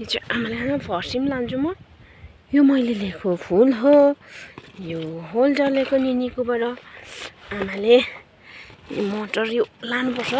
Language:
Nepali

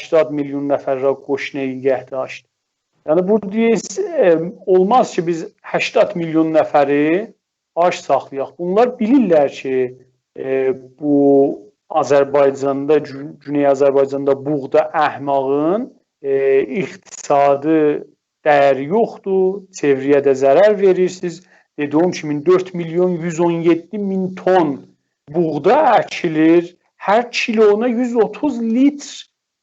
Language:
South Azerbaijani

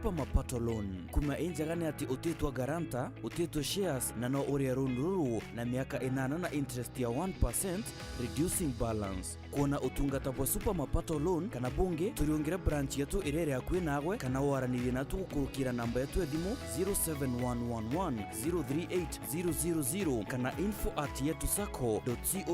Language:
Meru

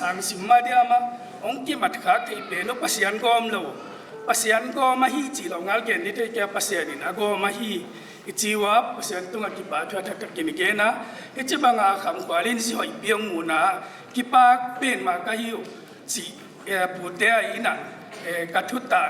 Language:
Tedim Chin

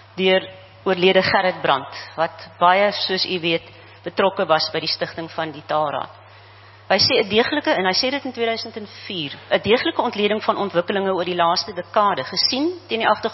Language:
Afrikaans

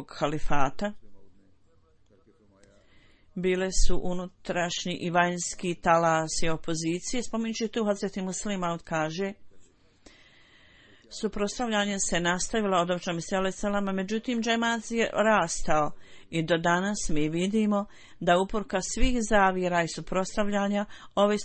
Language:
Bosnian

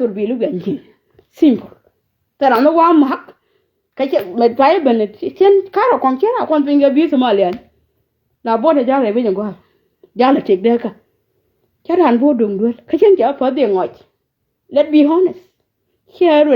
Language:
Nuer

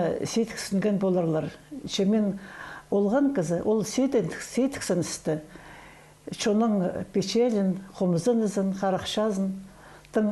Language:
Khakas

